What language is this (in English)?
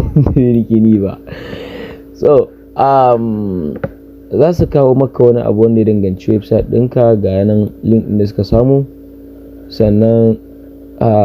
Hausa